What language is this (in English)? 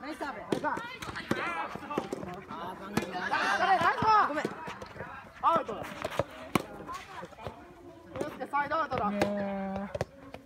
Japanese